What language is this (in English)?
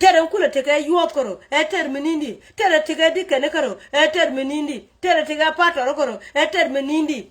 Nuer